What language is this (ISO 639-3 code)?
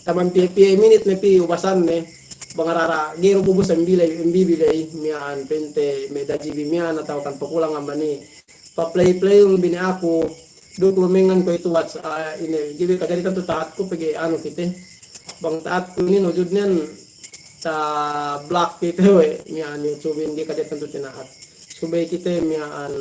yka